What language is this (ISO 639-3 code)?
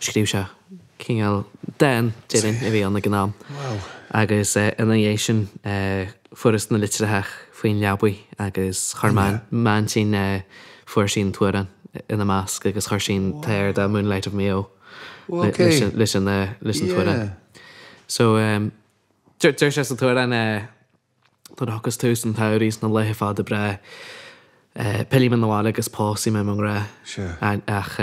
gle